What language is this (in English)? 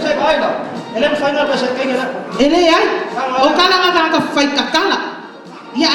Samoan